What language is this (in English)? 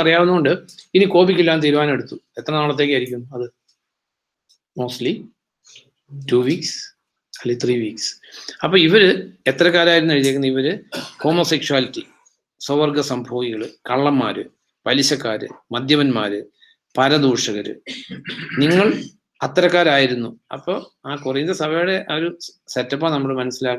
Malayalam